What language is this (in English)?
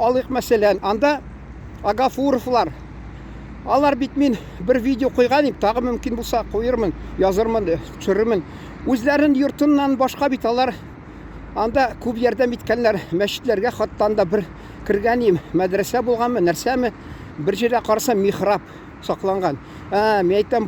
Tatar